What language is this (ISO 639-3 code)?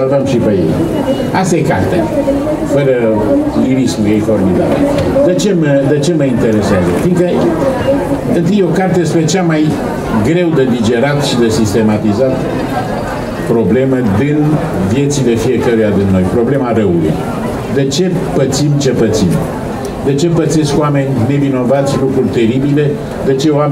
ron